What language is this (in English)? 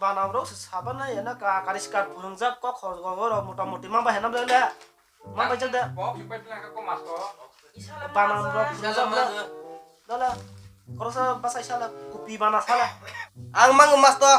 Kok Borok